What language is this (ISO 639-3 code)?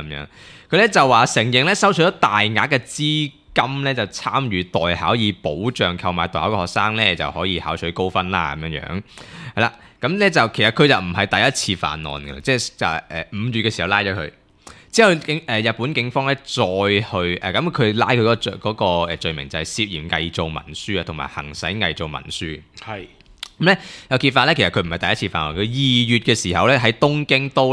yue